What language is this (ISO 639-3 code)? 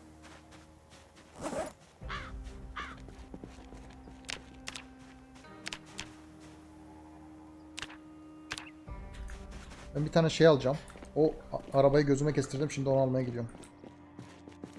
tur